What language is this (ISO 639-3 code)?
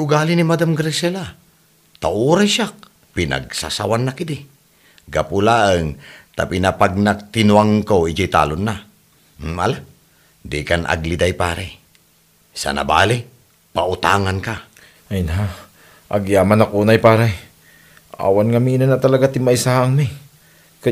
ilo